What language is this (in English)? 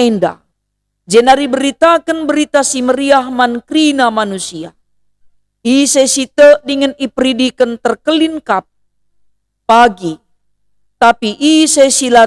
Batak Karo